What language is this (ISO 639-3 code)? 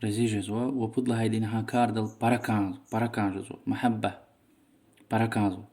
lez